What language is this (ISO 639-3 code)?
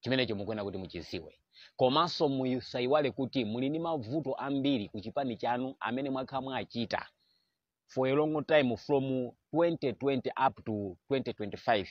nya